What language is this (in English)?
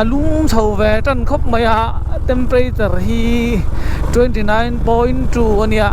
Mizo